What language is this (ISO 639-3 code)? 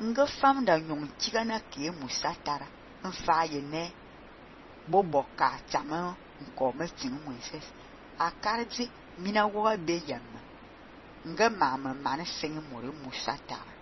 fan